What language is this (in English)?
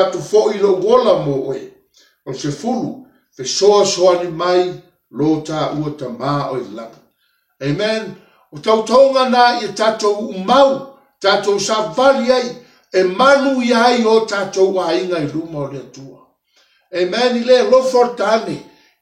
Samoan